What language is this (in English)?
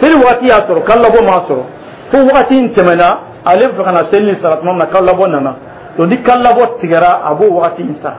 Dyula